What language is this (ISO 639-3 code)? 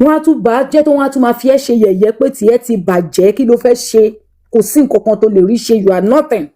yor